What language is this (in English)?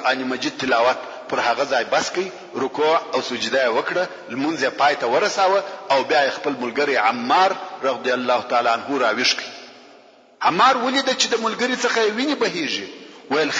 Pashto